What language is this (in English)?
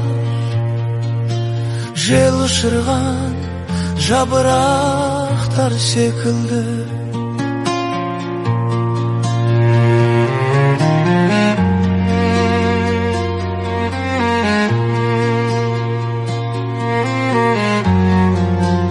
Kazakh